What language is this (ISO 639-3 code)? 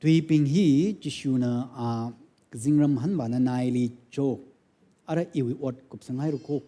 nmf